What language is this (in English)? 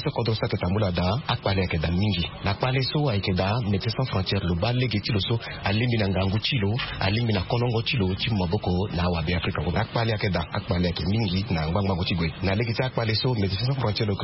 Sango